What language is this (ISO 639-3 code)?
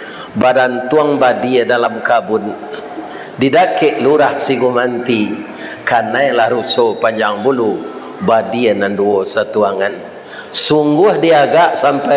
min